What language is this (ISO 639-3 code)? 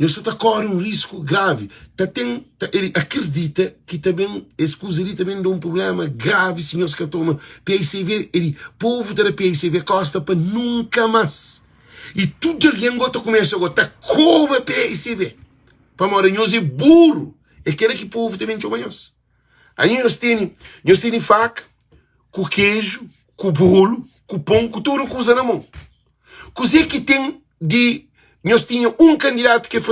kea